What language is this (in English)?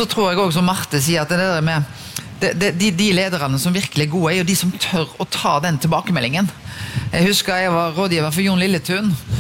Norwegian